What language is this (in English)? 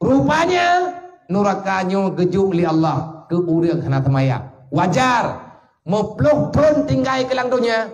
Achinese